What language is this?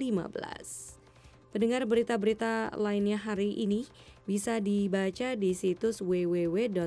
Indonesian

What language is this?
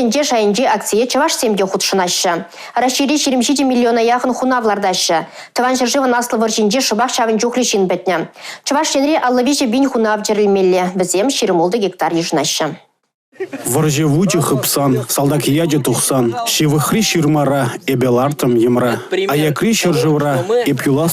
Chuvash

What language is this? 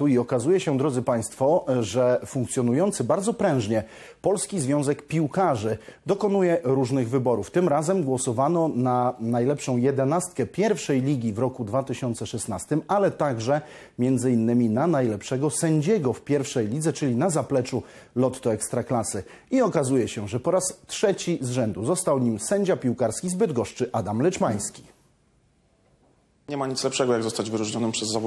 Polish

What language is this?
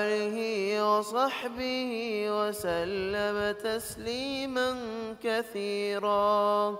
Divehi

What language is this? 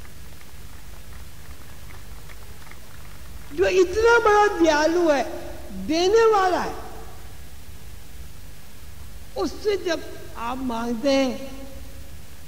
Urdu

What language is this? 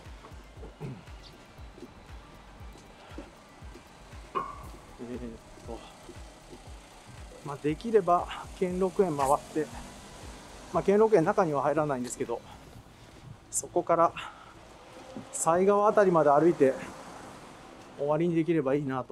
Japanese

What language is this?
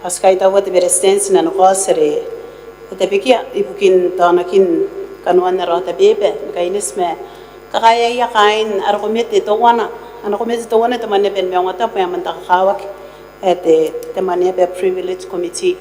Gilbertese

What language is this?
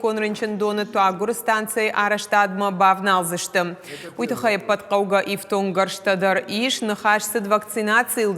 Ossetic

